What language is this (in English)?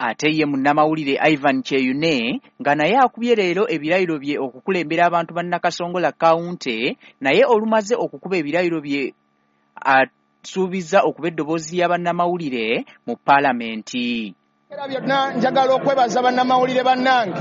Ganda